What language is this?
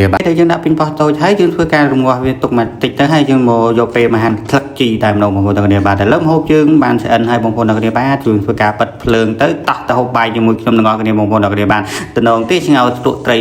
Khmer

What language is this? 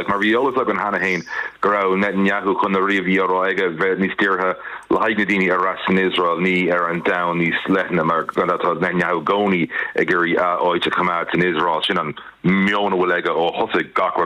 Irish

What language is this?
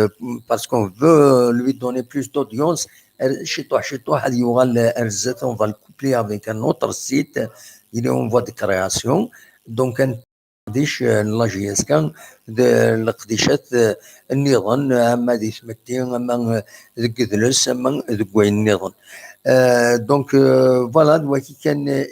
Kabyle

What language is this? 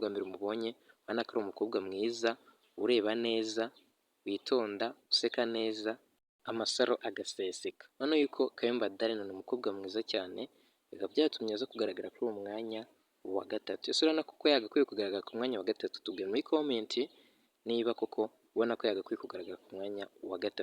Kinyarwanda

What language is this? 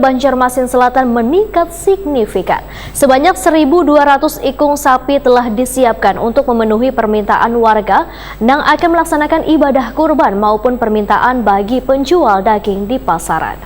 Banjar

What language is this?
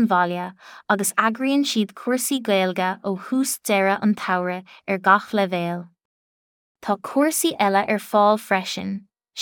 Irish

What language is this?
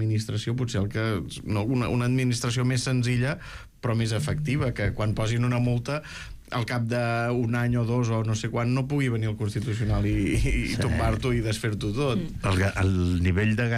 Catalan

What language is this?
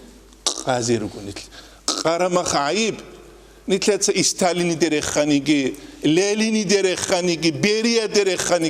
Avaric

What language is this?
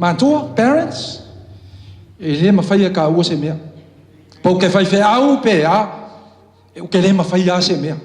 Samoan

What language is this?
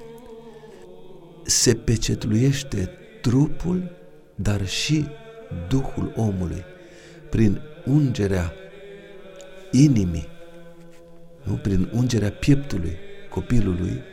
Romanian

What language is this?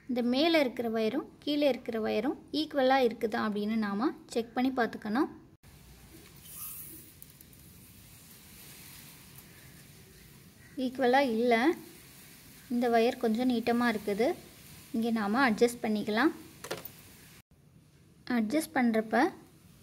Tamil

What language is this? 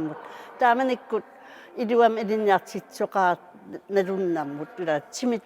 Kalaallisut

